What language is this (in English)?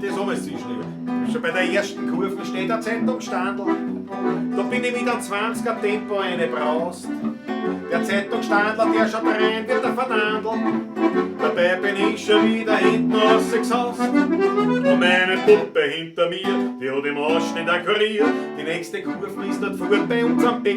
Bavarian